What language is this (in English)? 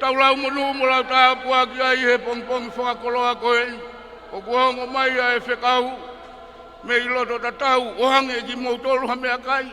Tongan